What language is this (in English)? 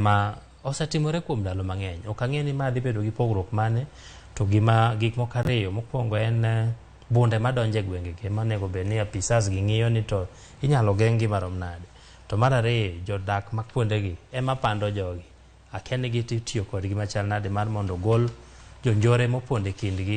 Luo (Kenya and Tanzania)